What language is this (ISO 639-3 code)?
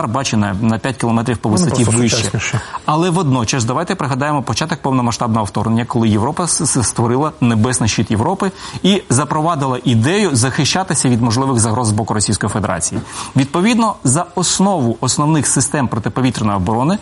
ukr